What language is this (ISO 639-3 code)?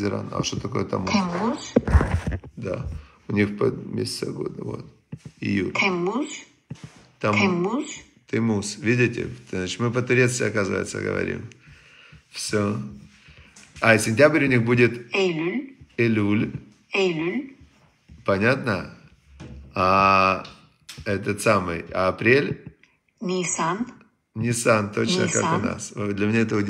rus